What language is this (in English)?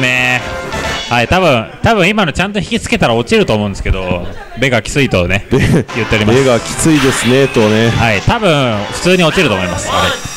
Japanese